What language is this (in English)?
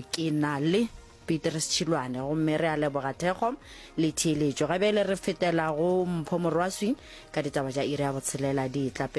Northern Sotho